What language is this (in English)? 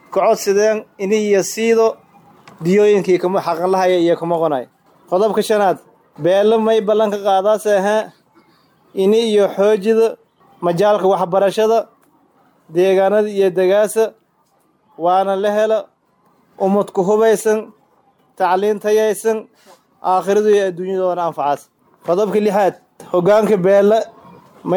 Somali